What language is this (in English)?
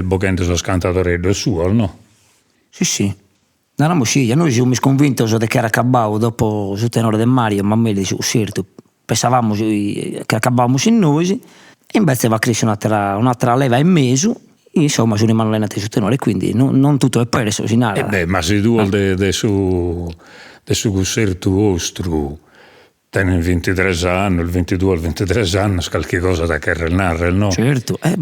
Sardinian